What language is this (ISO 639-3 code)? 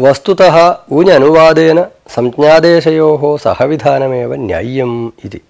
san